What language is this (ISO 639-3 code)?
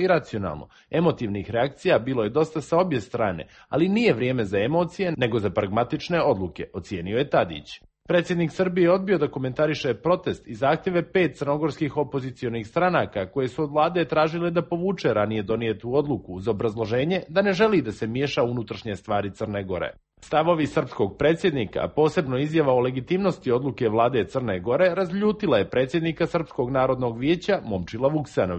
bos